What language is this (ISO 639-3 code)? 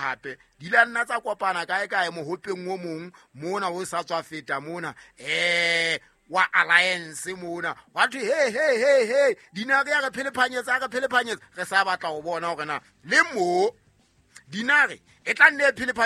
sot